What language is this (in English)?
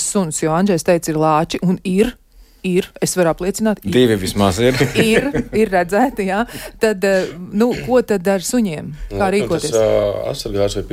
Latvian